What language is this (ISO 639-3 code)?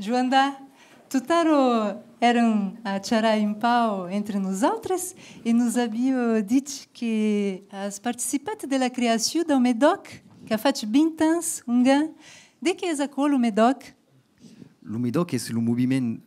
oci